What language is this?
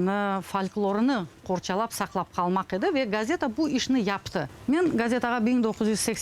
Crimean Tatar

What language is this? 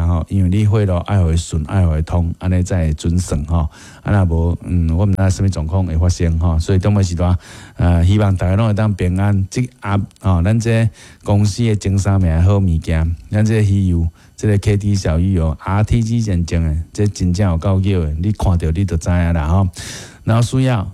Min Nan Chinese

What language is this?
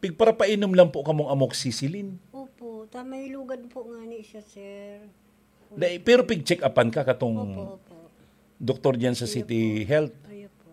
Bikol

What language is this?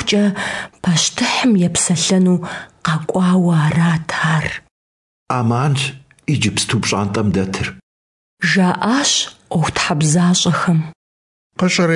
Kabardian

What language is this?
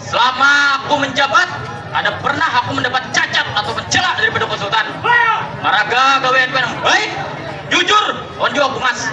Banjar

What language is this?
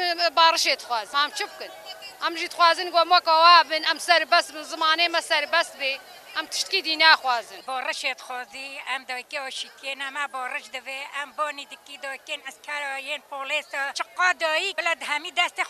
Kurdish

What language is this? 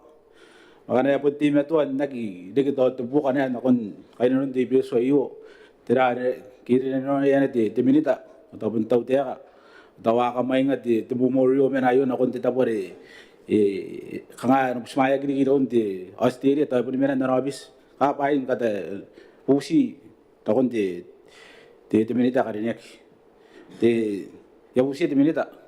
Gilbertese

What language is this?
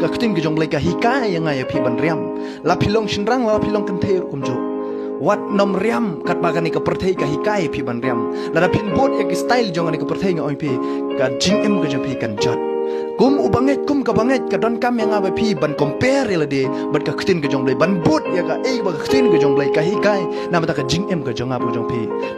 Khasi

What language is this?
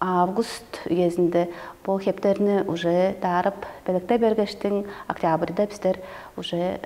Tuvinian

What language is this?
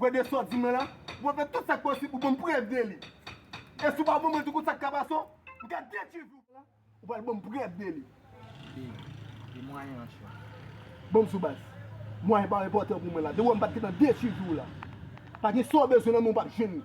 Haitian Creole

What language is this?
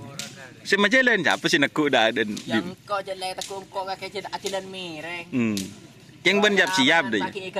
Madurese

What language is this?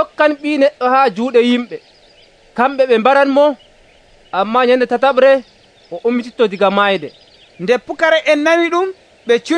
Nigerian Fulfulde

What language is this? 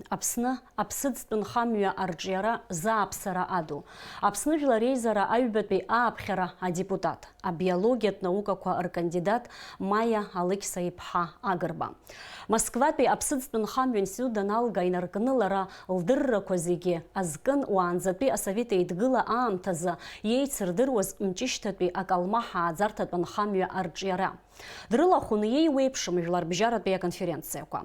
Abkhazian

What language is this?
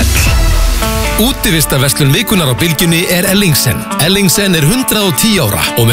Icelandic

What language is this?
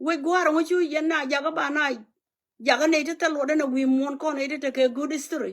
Nuer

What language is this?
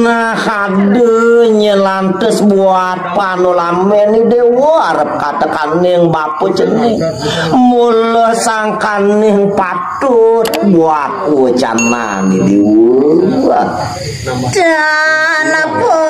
Balinese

